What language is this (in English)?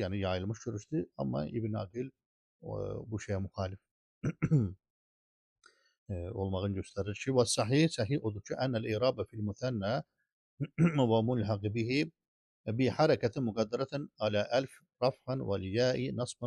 Azerbaijani